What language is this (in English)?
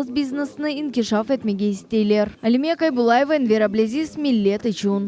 Crimean Tatar